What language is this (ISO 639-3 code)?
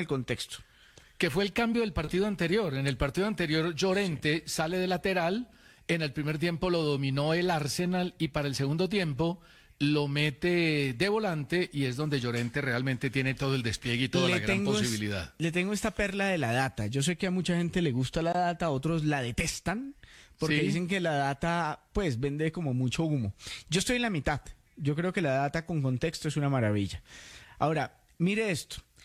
spa